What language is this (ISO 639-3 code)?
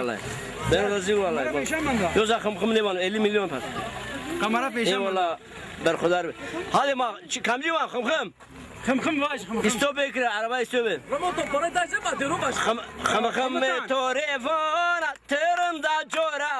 zza